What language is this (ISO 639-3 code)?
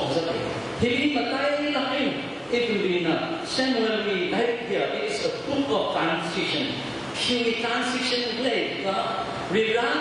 nmf